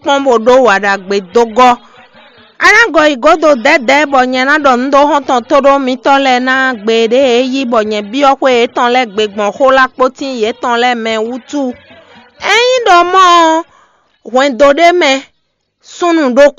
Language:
Fon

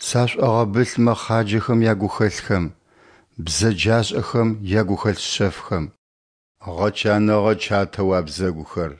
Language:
Adyghe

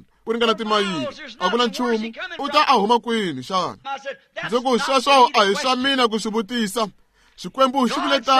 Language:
Tsonga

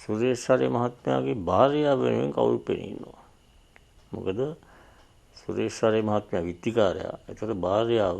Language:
Sinhala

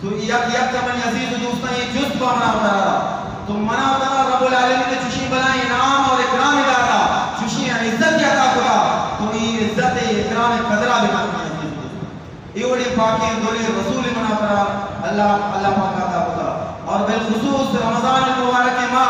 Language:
Eastern Balochi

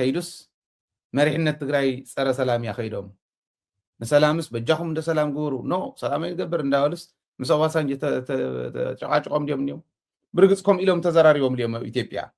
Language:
Tigrinya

